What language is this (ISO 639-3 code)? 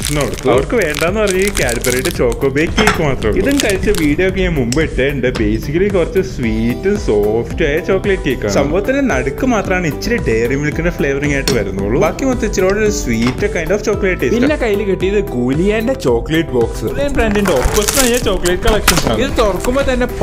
mal